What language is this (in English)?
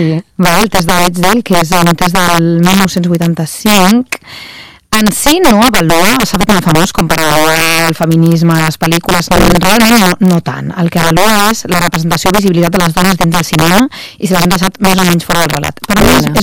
Catalan